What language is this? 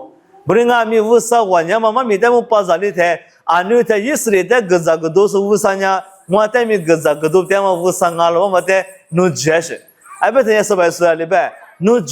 Lisu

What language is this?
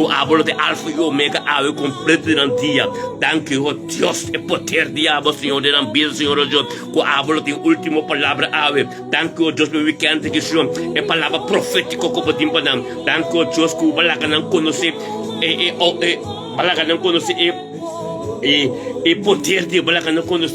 Papiamento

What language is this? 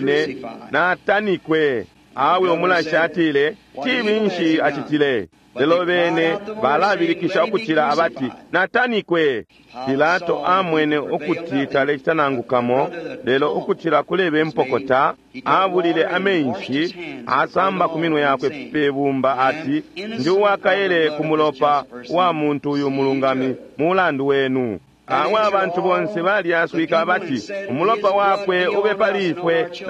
Bemba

